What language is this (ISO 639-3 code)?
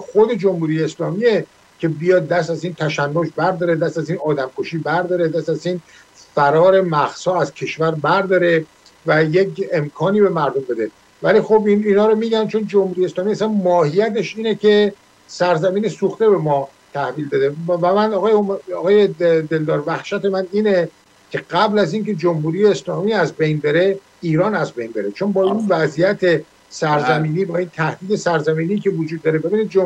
fas